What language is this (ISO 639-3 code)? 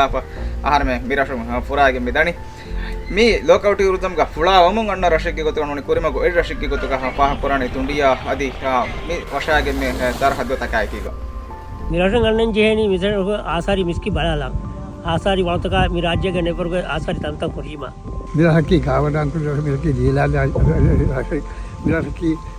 div